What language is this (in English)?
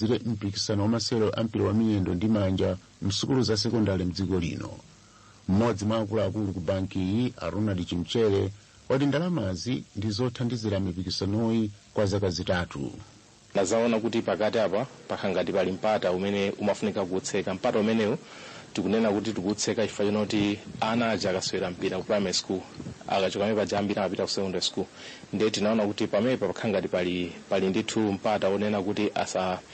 Nyanja